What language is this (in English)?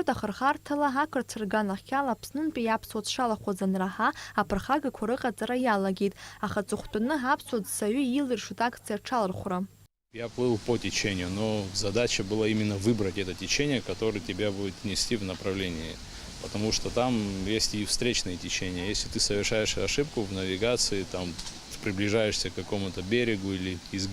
Abkhazian